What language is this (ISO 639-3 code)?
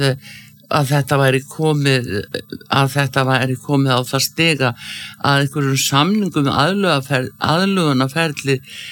isl